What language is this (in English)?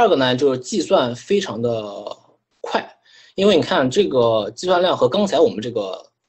Chinese